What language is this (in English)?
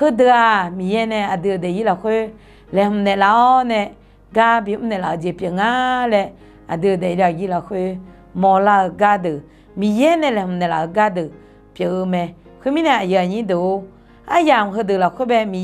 Akha